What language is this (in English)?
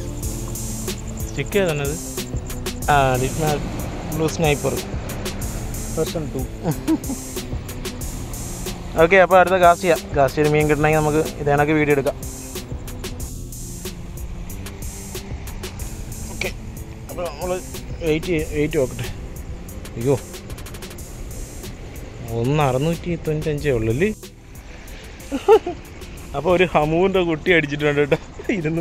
Malayalam